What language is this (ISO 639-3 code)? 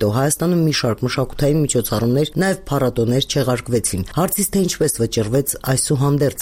hye